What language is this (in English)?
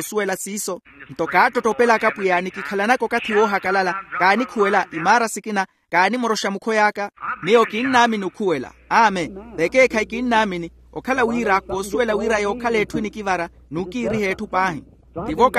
Makhuwa